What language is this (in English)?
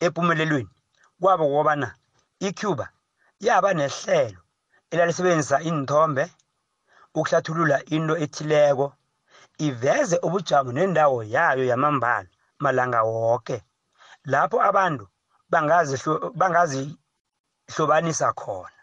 South Ndebele